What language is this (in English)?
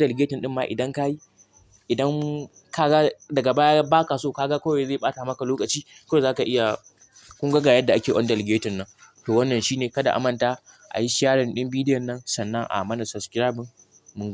Hausa